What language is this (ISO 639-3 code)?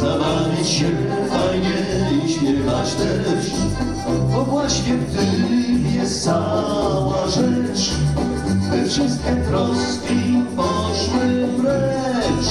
szl